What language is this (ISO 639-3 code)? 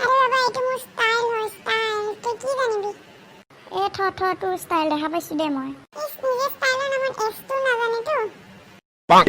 asm